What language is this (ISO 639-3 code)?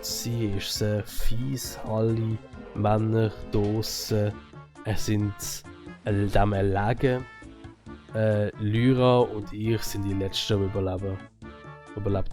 gsw